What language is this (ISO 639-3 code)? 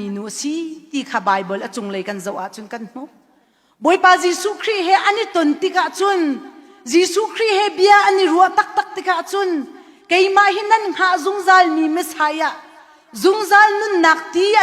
cnh